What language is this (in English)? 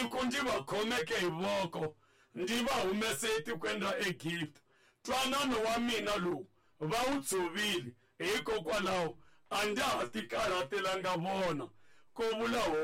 Tsonga